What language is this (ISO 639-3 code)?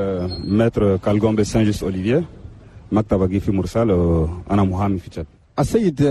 shu